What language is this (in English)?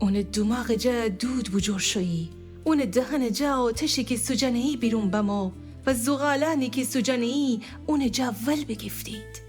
Gilaki